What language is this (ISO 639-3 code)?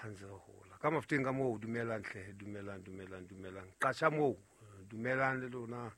sot